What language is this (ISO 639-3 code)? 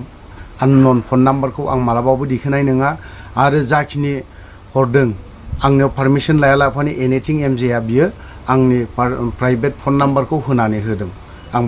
brx